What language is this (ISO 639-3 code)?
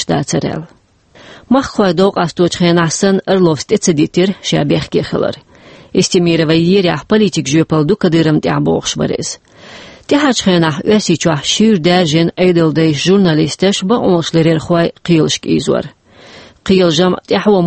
che